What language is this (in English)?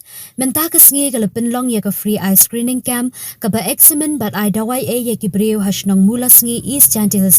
Khasi